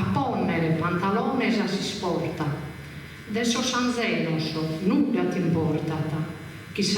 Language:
Sardinian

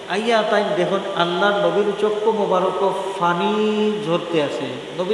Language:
Sylheti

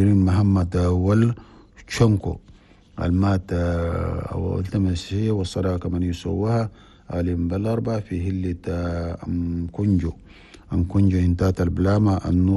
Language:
Chadian Arabic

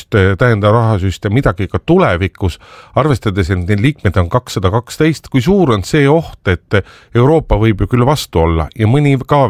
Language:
Estonian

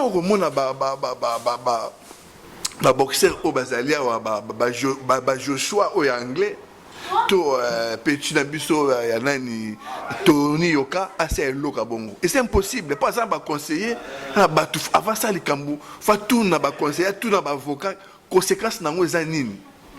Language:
Lingala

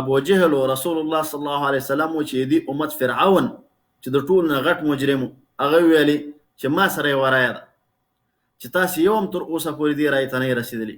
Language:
Pashto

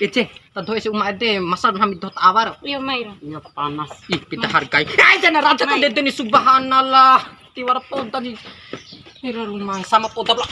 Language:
Bima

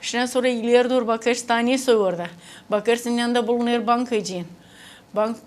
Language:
Gagauz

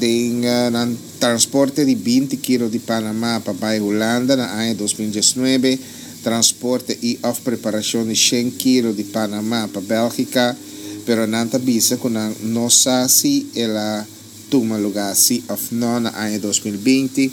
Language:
Papiamento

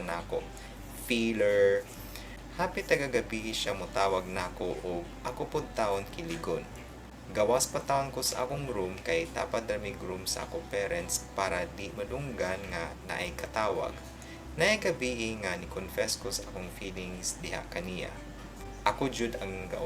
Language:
Cebuano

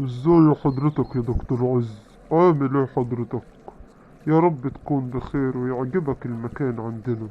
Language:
Egyptian Arabic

